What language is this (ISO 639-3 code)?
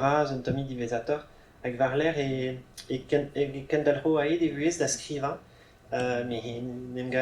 bre